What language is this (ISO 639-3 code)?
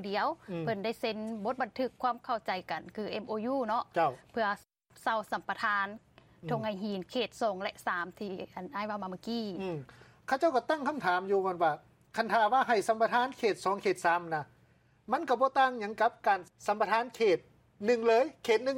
lao